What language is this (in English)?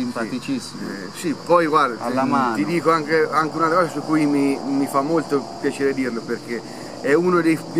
Italian